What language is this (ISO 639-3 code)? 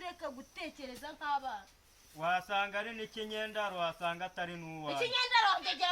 kin